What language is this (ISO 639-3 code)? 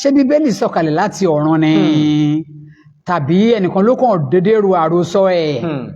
yor